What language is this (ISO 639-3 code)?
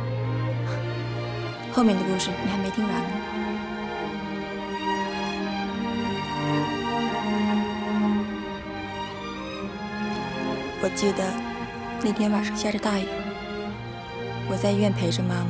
zho